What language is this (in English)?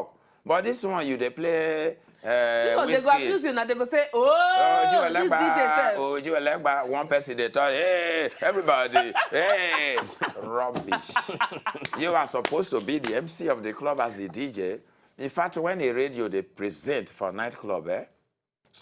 Nigerian Pidgin